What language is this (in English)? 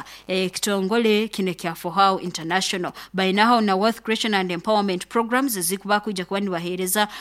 Nyoro